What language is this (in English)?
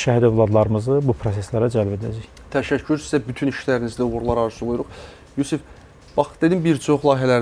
Azerbaijani